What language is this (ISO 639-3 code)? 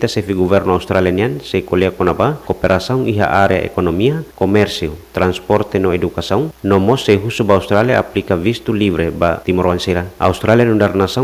tet